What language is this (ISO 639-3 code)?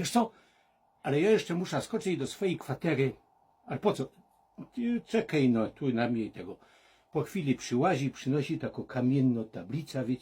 szl